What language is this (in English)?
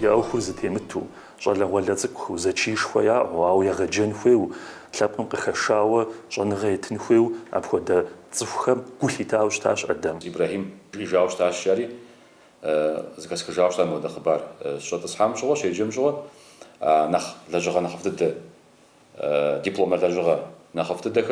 Kabardian